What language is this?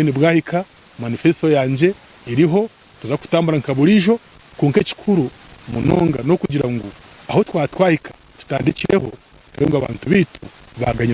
Nyankole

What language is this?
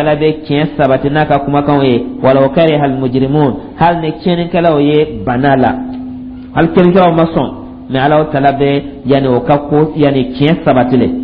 Dyula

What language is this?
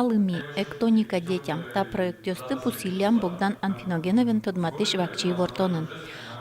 Udmurt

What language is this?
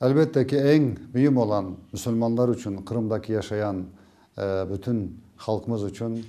Crimean Tatar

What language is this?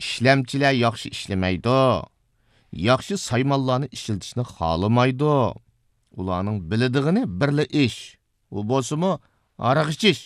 Uyghur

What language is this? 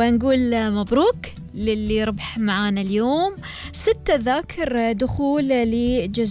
Gulf Arabic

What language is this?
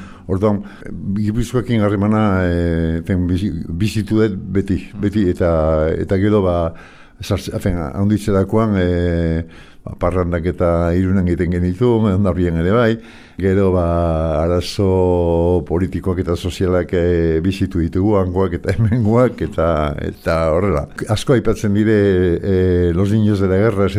Basque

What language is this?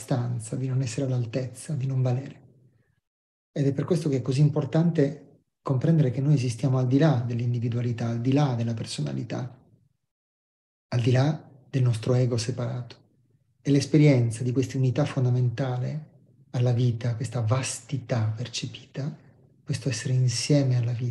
Italian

